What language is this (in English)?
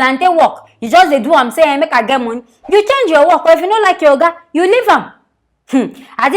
Nigerian Pidgin